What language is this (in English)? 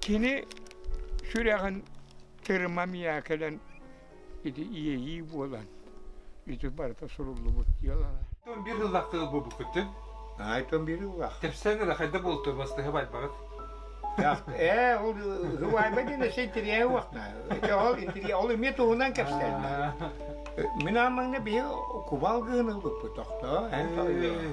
Yakut